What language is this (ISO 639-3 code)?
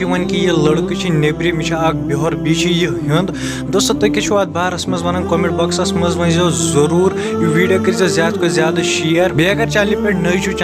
kas